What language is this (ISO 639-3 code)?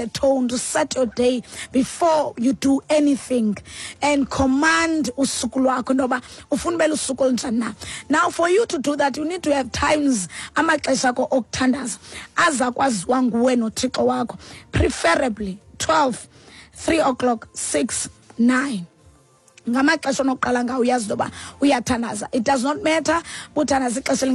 xho